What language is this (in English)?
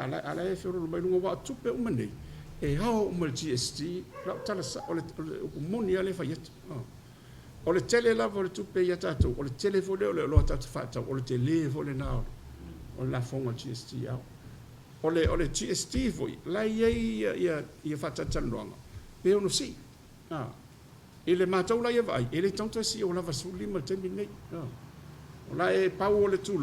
Samoan